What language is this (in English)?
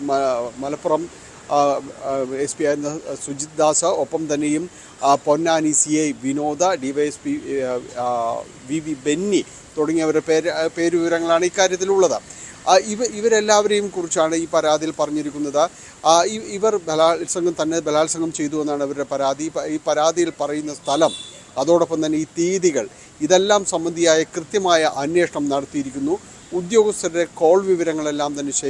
Malayalam